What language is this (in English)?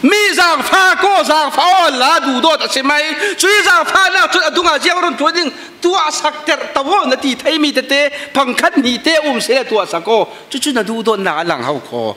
Falam Chin